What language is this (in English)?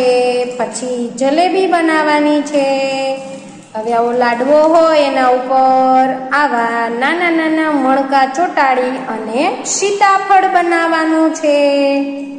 Gujarati